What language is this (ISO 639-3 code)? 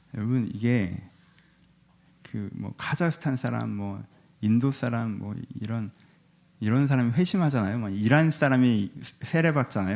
kor